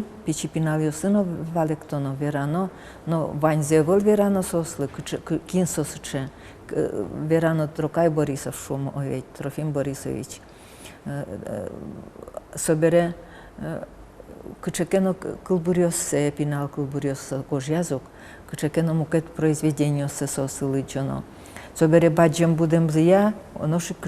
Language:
Udmurt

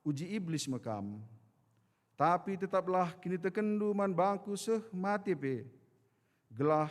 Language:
Batak Karo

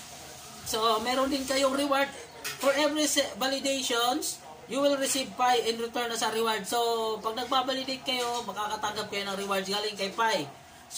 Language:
Filipino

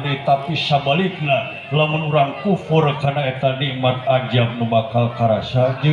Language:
Sundanese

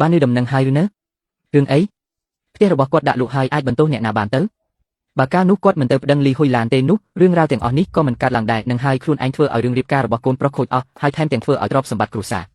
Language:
Khmer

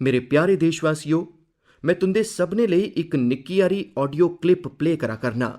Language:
Dogri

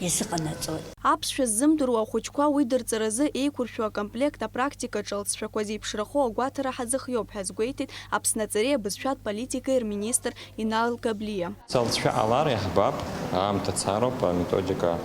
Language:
Abkhazian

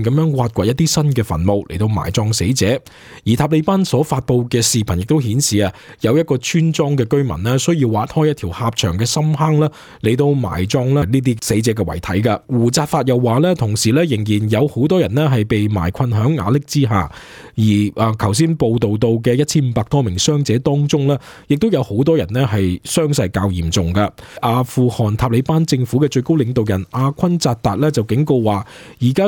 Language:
Cantonese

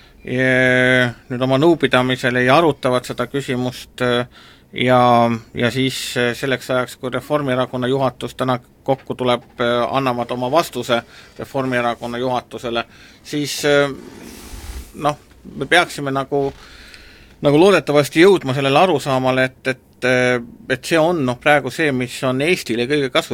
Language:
Estonian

